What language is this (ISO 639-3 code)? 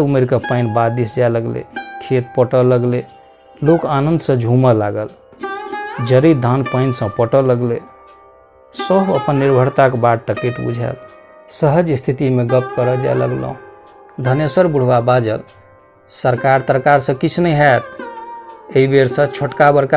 mai